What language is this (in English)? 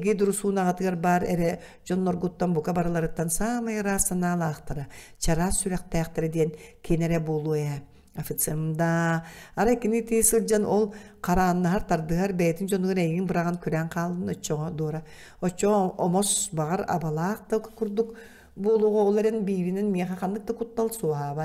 Yakut